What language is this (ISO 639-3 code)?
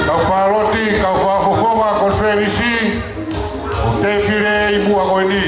ton